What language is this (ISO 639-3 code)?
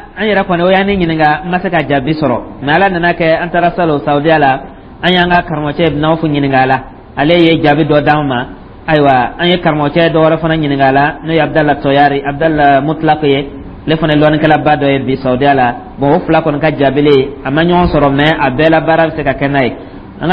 dyu